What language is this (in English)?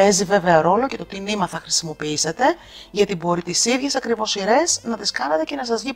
Greek